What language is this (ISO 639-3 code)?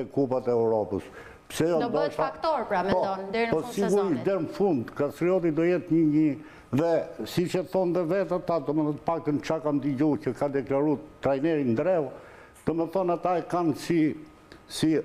sqi